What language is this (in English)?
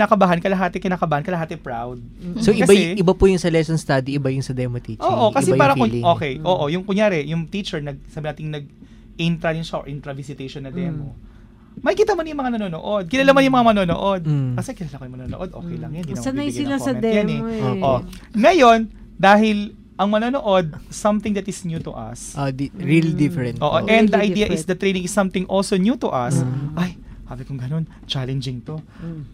Filipino